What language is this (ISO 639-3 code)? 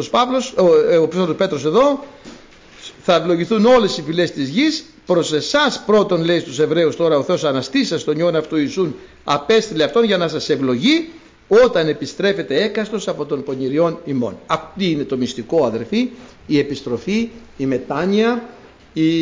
ell